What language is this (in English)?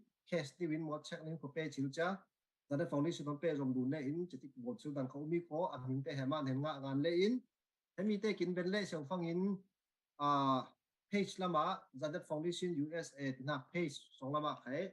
Falam Chin